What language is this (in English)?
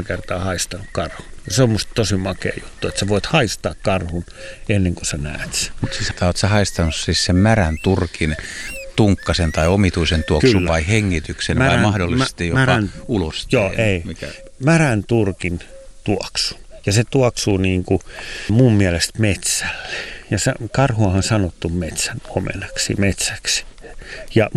Finnish